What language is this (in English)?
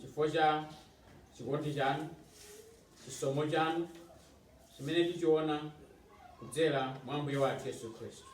Nyanja